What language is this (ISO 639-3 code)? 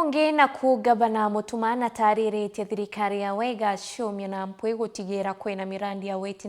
mer